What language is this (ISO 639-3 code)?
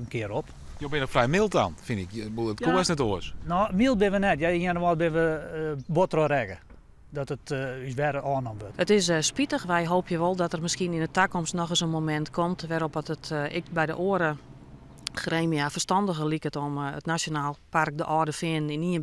fry